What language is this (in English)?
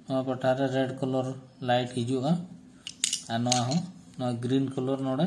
Santali